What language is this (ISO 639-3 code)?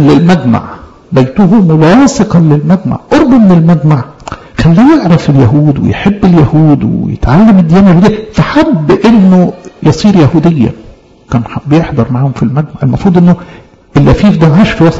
arz